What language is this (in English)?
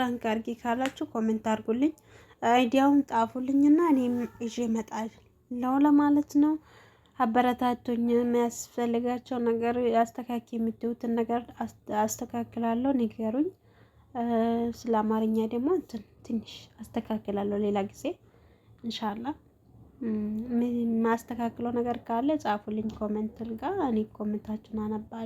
Amharic